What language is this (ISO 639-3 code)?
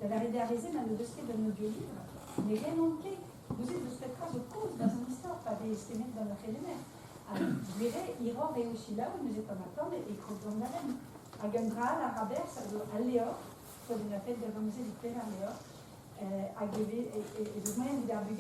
bre